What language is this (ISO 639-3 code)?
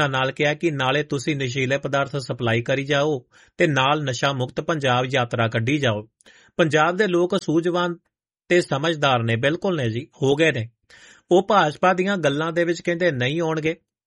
pan